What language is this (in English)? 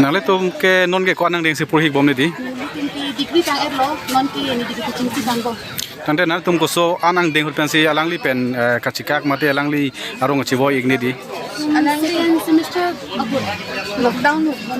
Karbi